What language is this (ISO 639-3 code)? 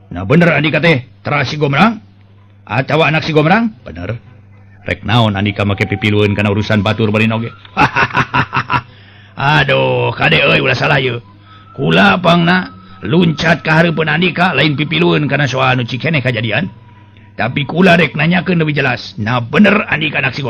sun